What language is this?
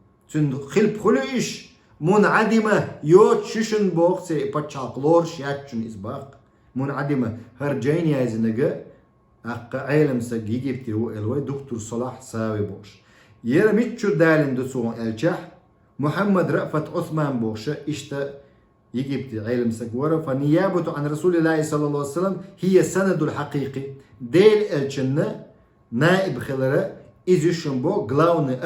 Chechen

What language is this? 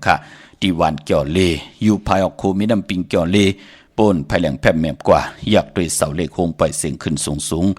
Shan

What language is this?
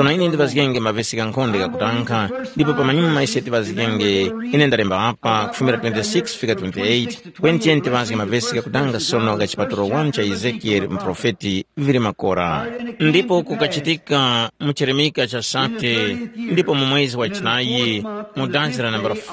Tumbuka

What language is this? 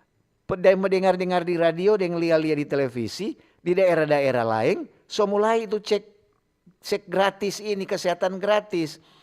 Manado Malay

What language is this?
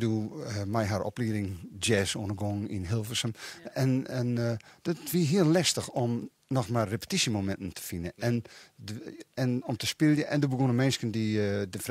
Western Frisian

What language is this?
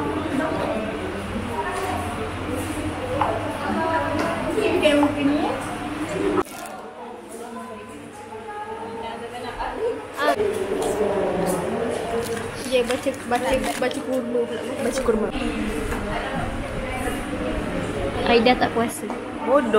Malay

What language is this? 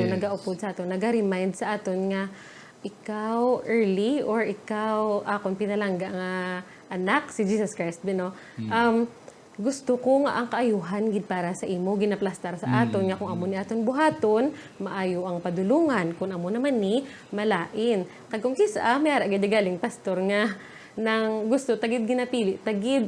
Hiligaynon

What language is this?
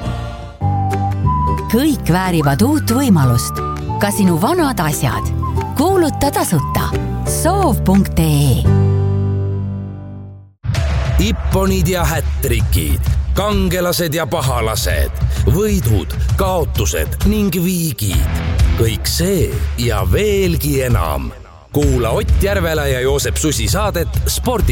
Estonian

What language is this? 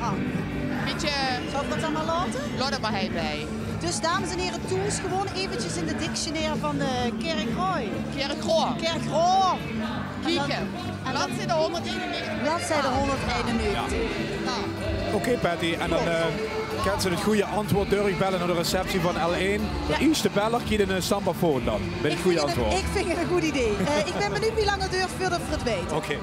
Limburgish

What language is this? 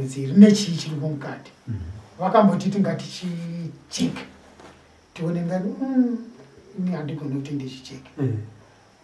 Shona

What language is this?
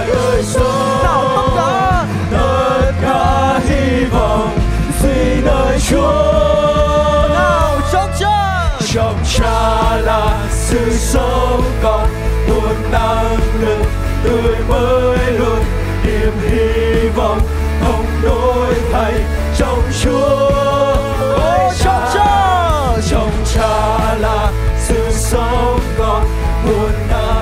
Vietnamese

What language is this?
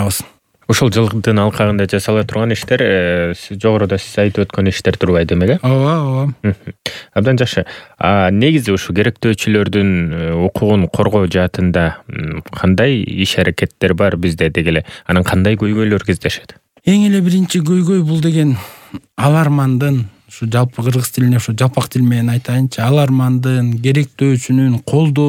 Kyrgyz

